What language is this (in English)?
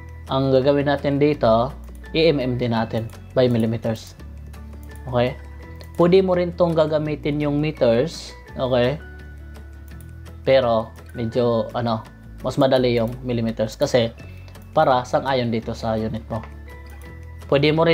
Filipino